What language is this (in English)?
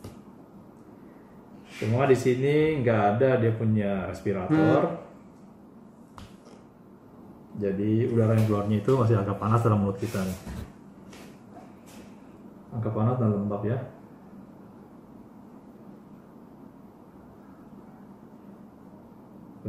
Indonesian